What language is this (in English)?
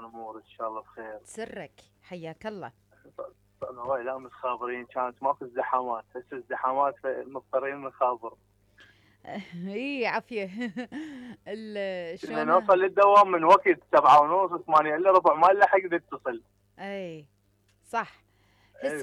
Mesopotamian Arabic